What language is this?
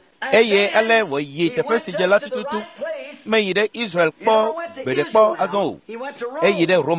Ewe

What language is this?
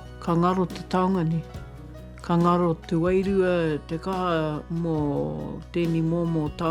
Māori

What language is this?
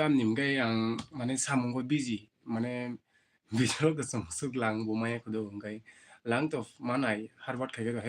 Kok Borok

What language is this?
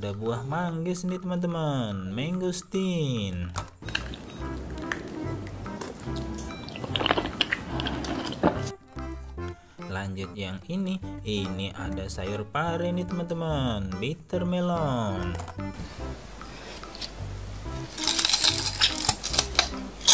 Indonesian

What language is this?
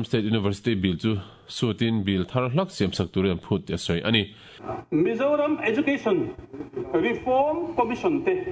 Mizo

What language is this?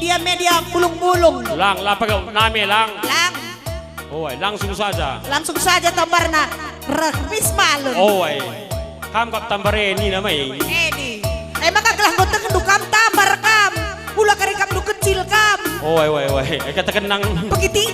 Batak Karo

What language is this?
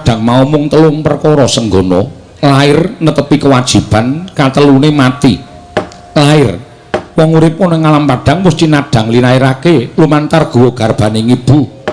Javanese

